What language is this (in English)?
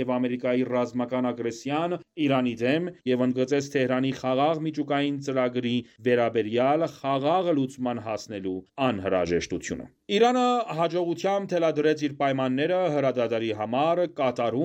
Armenian